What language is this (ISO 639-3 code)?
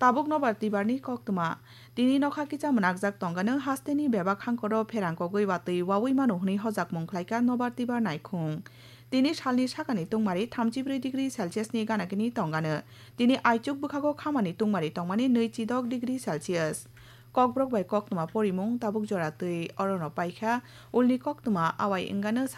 trp